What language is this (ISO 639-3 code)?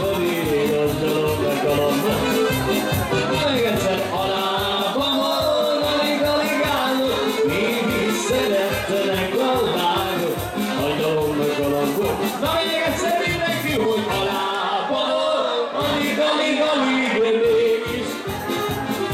hun